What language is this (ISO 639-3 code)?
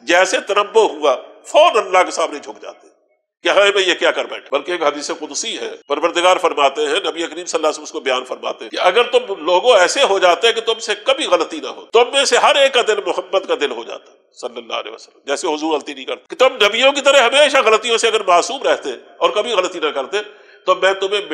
urd